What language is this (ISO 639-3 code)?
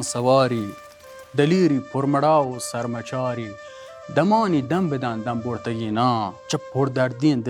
bal